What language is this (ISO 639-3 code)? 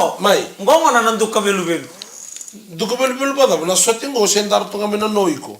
fij